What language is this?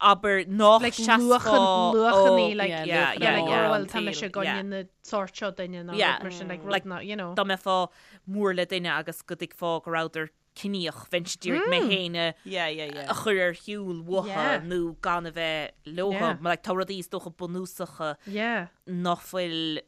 Irish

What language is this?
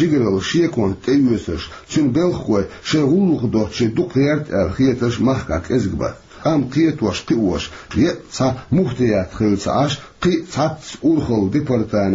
Chechen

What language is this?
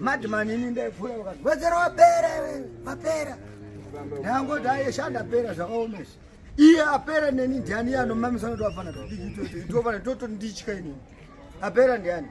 Shona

